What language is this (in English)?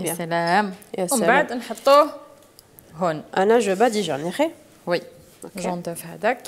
Algerian Arabic